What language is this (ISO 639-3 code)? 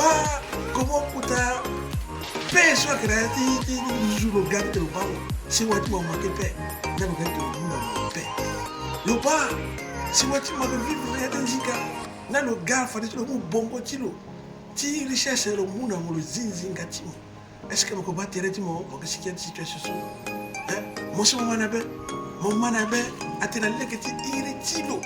sag